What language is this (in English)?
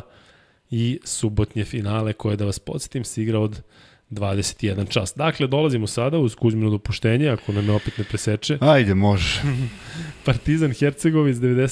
Serbian